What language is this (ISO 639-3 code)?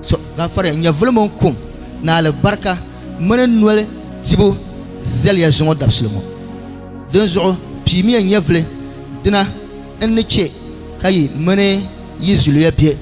dag